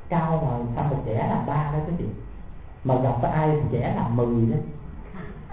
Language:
Vietnamese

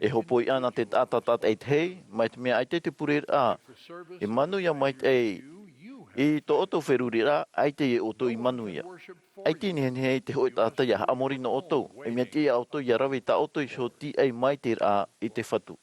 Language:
Tahitian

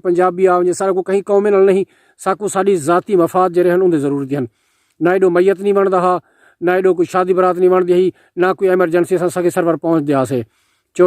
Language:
Saraiki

